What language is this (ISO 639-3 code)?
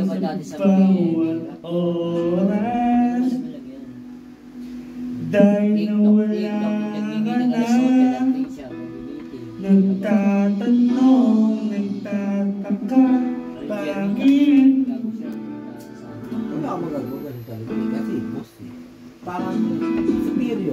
fil